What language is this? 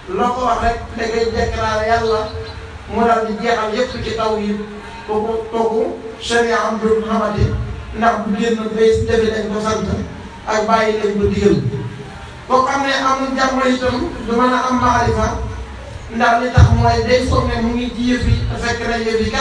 Wolof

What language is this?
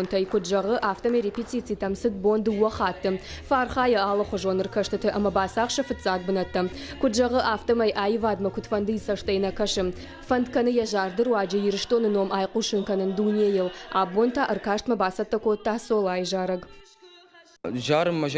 Ossetic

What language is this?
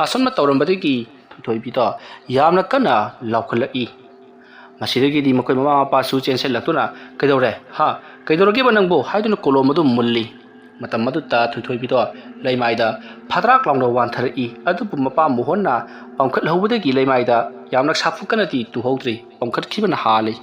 Manipuri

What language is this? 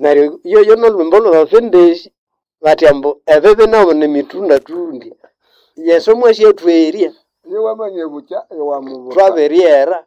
Nande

